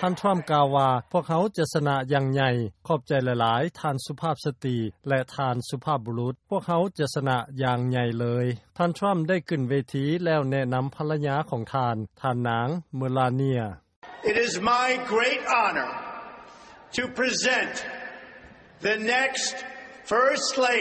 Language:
Lao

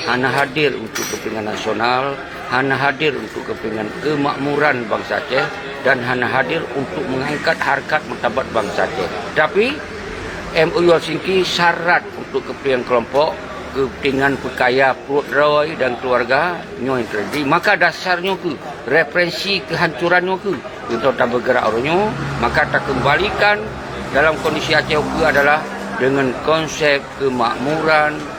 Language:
Achinese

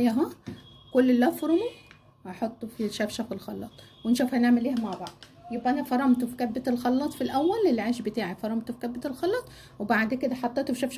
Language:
Egyptian Arabic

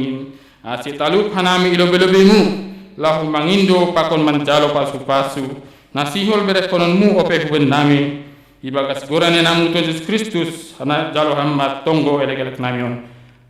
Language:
Batak Simalungun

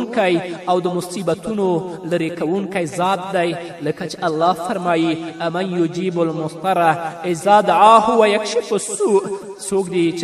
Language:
Pashto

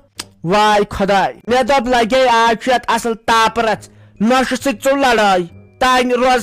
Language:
Kashmiri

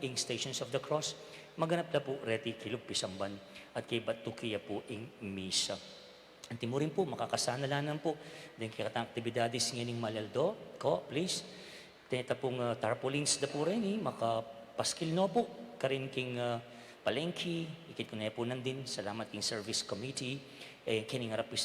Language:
Pampanga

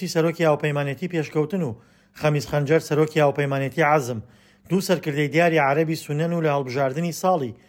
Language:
Central Kurdish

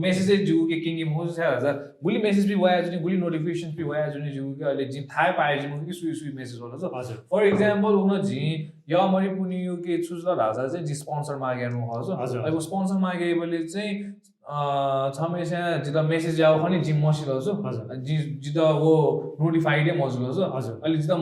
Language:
Newari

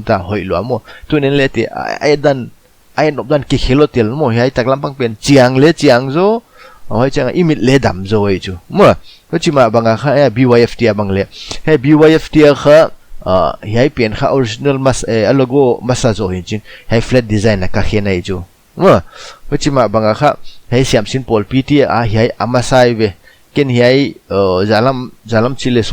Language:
Paite Chin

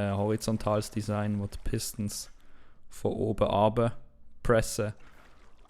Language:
Swiss German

